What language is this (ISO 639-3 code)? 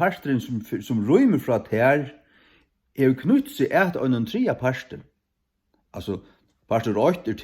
fao